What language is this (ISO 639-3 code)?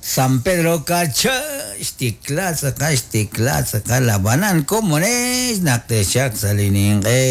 kek